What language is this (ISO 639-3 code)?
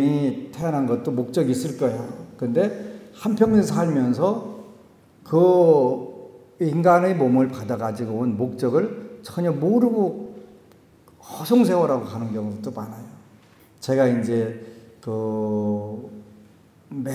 kor